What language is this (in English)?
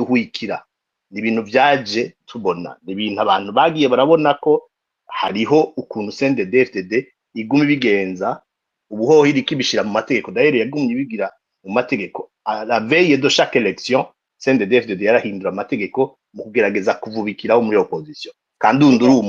Rundi